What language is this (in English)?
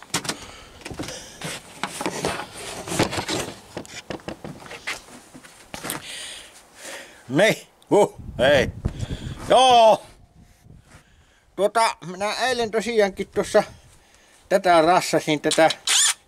Finnish